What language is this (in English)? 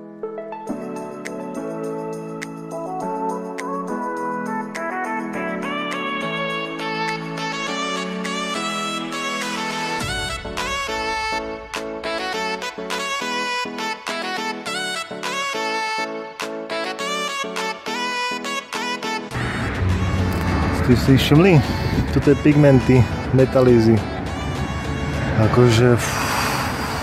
Slovak